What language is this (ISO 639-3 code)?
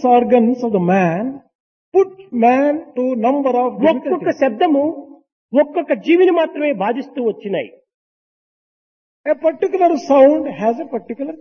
tel